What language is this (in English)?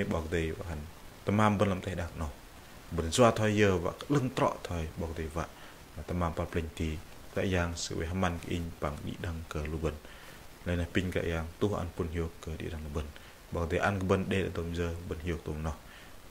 Bahnar